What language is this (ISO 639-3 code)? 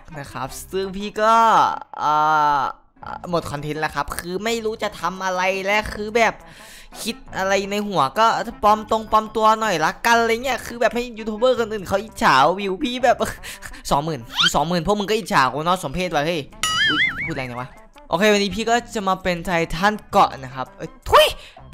tha